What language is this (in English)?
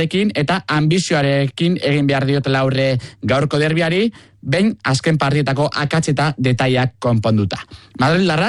Basque